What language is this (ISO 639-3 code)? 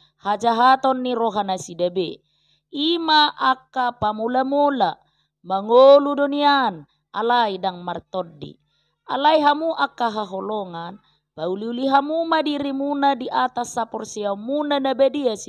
bbc